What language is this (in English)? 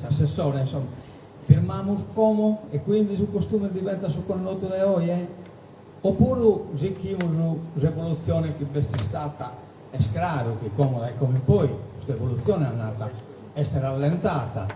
Sardinian